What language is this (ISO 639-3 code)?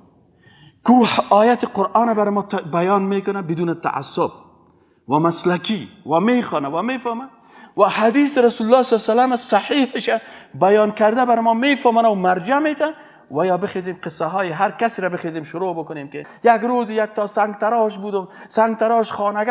fas